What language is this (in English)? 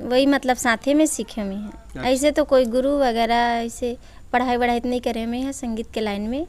Chhattisgarhi